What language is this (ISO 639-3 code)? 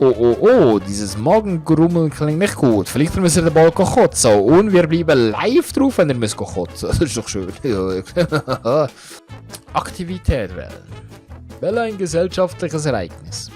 gsw